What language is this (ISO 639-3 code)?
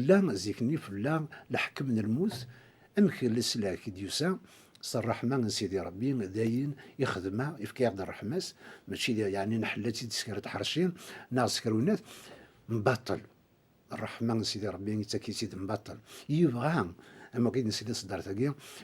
kab